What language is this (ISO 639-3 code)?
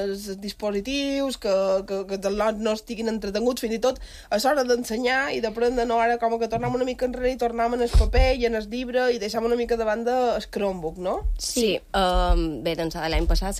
cat